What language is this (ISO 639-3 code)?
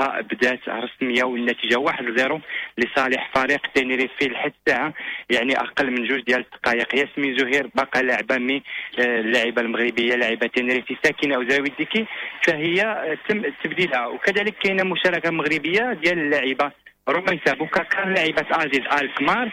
ary